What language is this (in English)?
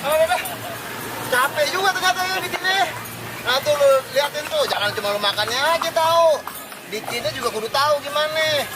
Betawi